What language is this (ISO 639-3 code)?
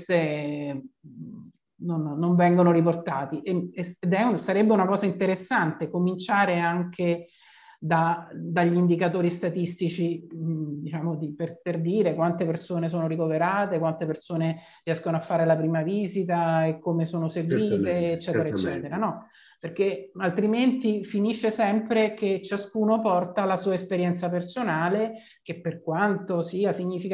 ita